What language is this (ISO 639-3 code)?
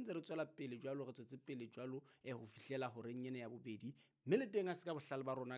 sot